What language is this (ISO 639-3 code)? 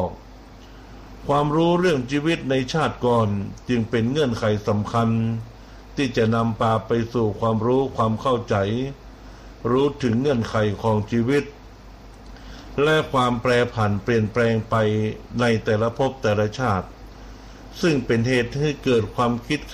tha